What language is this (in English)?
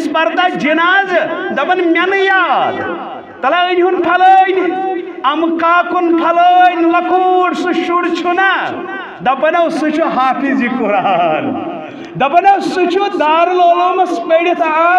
Kashmiri